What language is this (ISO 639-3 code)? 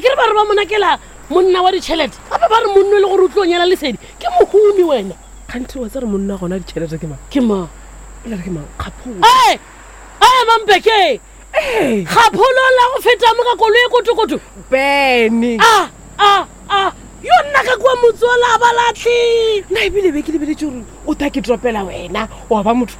nso